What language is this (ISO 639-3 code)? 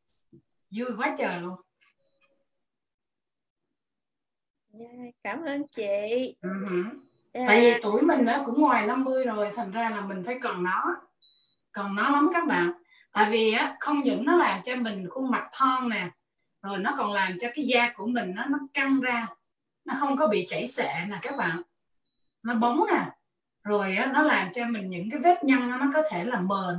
vie